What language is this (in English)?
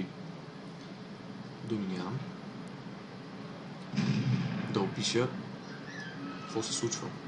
Bulgarian